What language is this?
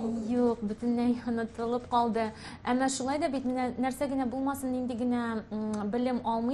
Tatar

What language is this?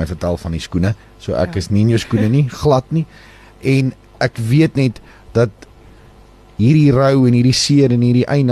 Afrikaans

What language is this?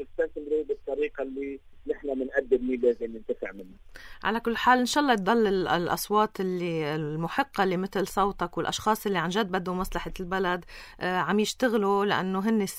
North Levantine Arabic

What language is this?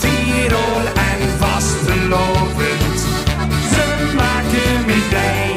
Limburgish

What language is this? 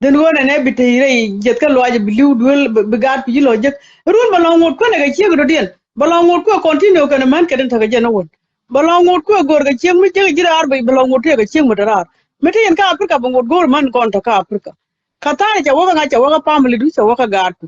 Nuer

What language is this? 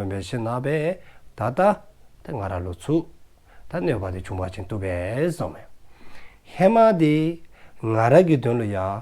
Dzongkha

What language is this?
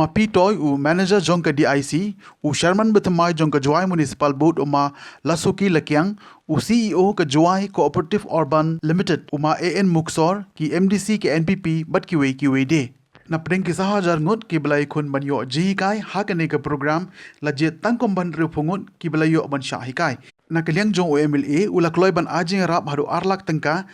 Khasi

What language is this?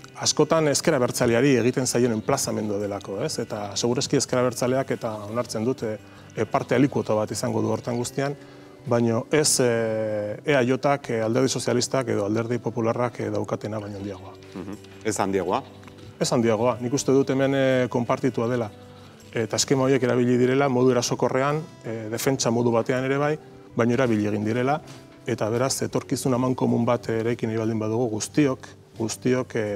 Basque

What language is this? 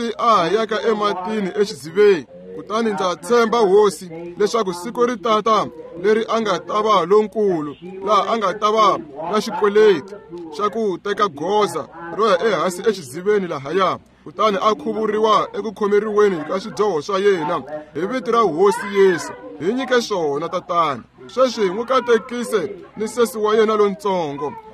Tsonga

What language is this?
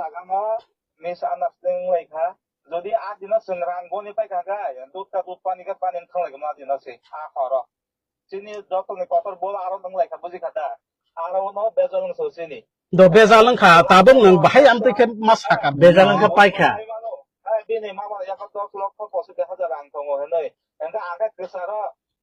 Kok Borok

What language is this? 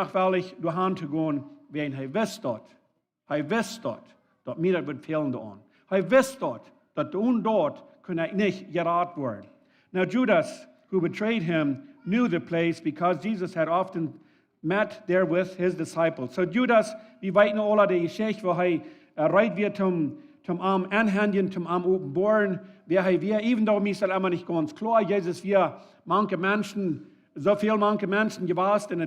Plautdietsch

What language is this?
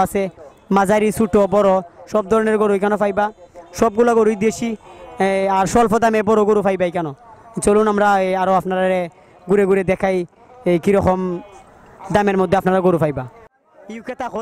Sylheti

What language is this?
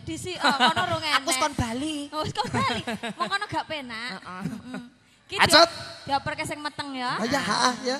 Javanese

